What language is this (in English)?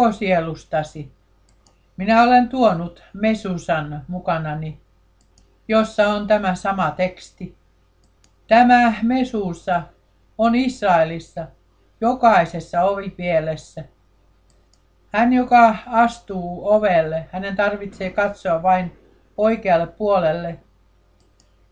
Finnish